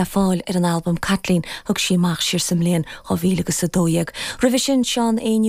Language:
Irish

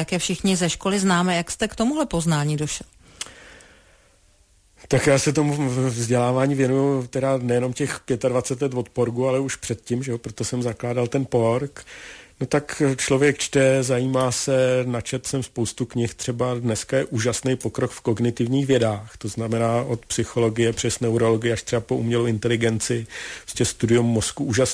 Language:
Czech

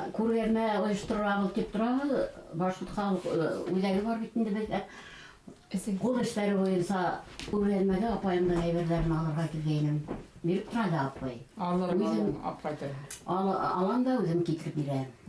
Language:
Bashkir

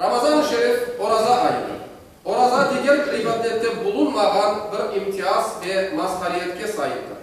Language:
Crimean Tatar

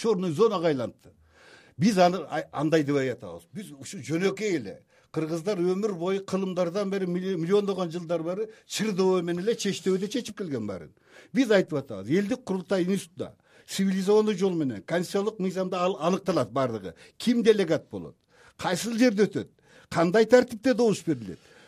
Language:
Kyrgyz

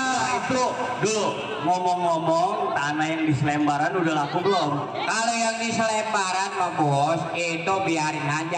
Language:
Betawi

